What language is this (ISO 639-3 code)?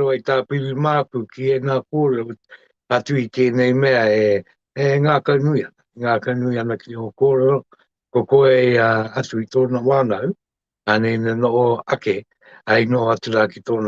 mri